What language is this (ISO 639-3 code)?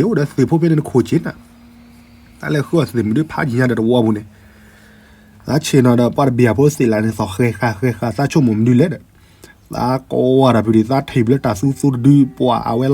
ksw